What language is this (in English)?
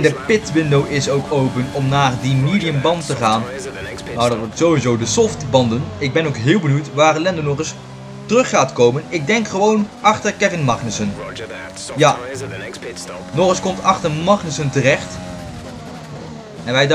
Dutch